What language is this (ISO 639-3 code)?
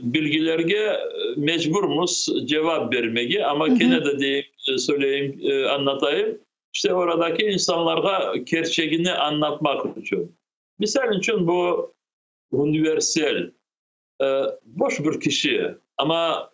crh